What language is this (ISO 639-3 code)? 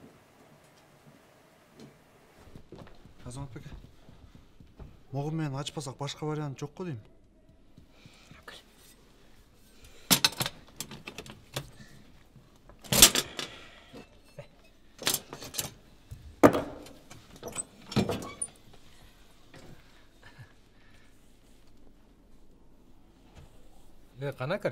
kir